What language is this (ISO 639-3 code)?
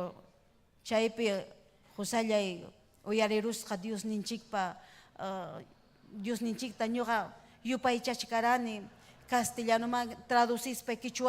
quy